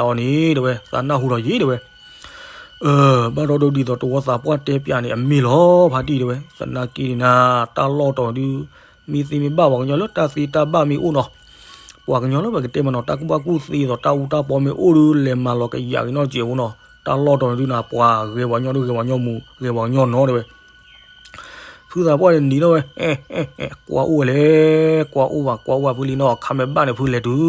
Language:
S'gaw Karen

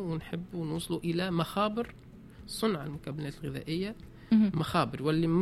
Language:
Tunisian Arabic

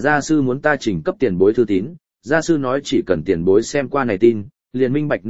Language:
Vietnamese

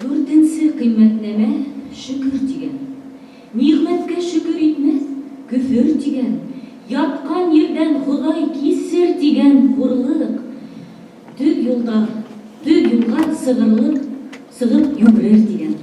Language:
Bashkir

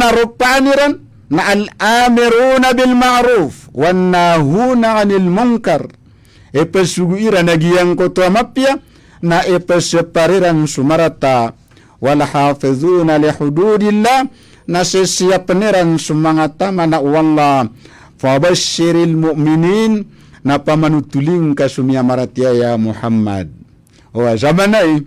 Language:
Maranao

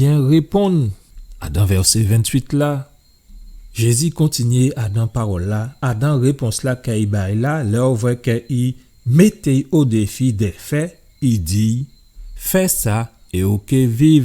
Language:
Guadeloupean Creole French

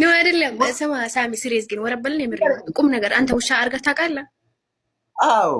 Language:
Amharic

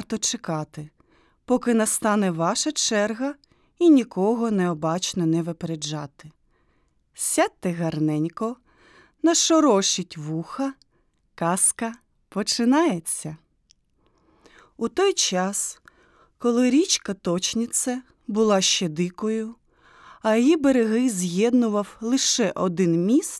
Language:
Ukrainian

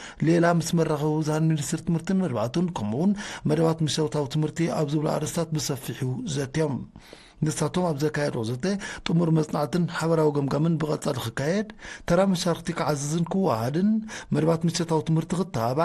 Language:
Tigrinya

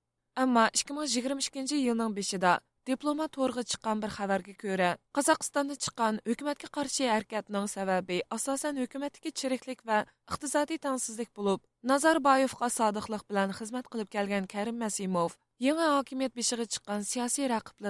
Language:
Uyghur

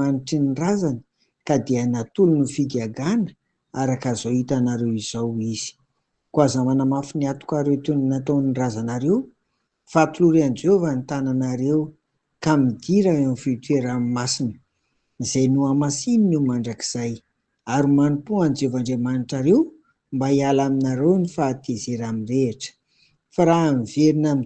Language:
Malagasy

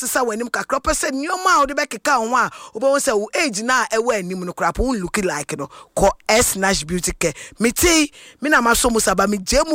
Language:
Akan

